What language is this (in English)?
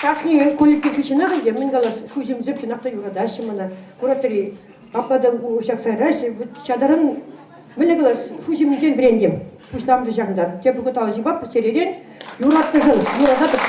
Chuvash